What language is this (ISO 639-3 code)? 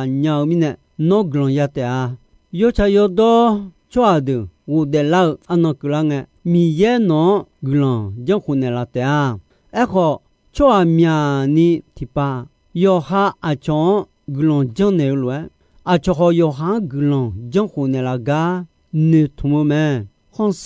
ahk